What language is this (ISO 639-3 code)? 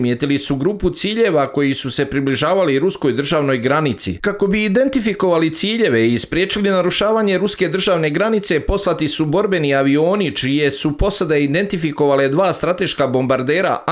hrv